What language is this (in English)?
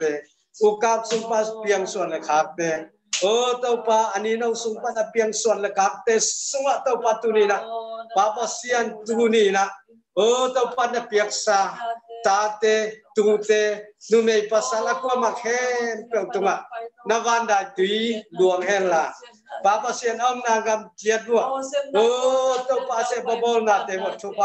Tedim Chin